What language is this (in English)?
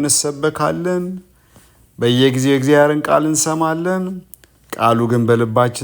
Amharic